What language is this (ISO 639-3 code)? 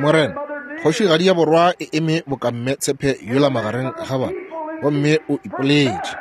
nso